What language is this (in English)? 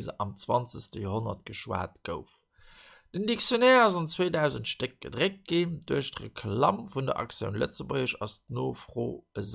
Luxembourgish